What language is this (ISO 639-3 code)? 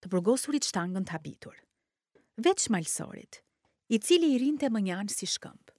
sqi